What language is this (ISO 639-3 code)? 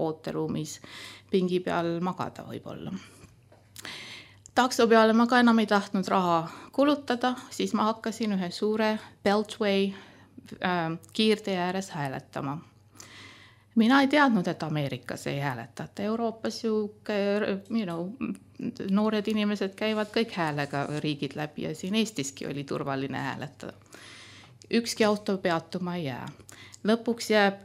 est